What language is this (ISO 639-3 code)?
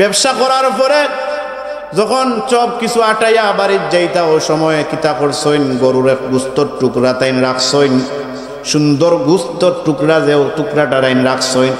syl